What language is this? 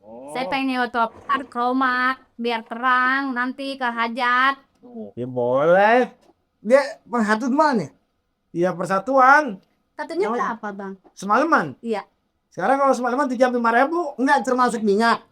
Betawi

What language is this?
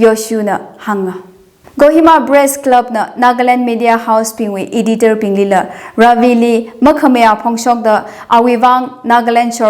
Tangkhul Naga (India)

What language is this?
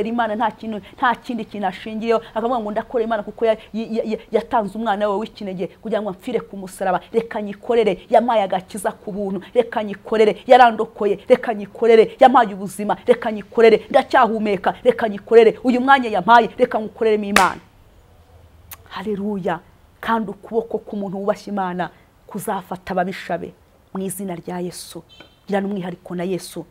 Kinyarwanda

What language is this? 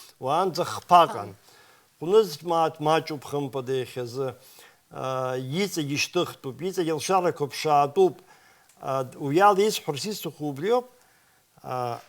Abkhazian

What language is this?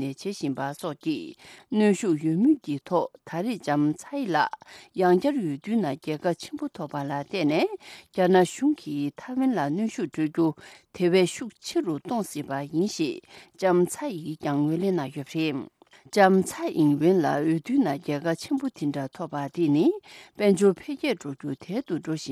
Tibetan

